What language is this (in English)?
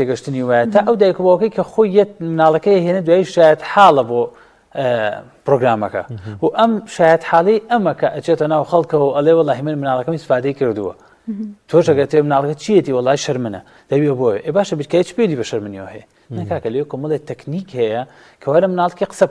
Central Kurdish